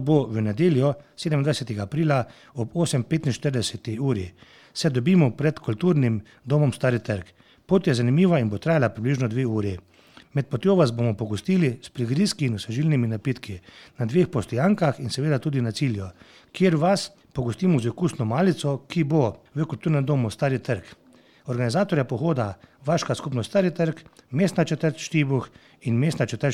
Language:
Slovenian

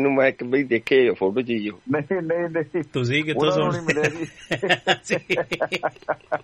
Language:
Punjabi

